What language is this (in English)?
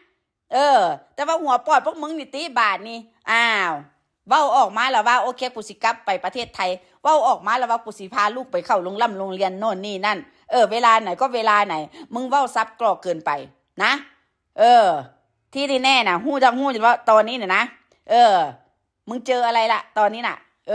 Northeastern Thai